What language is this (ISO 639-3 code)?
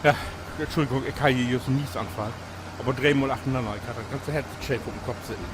nds